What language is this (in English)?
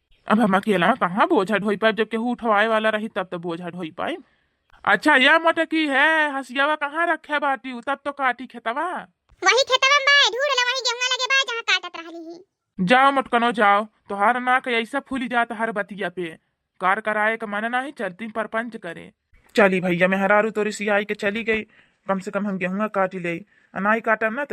Bhojpuri